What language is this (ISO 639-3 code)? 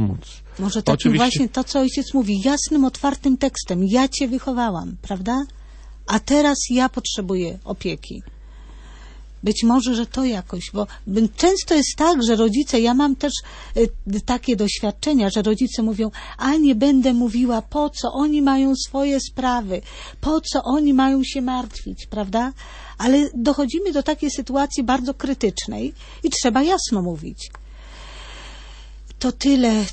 pol